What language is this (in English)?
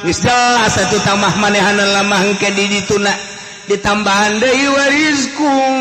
Sundanese